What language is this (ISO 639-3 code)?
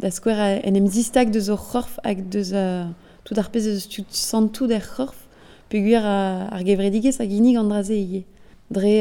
bre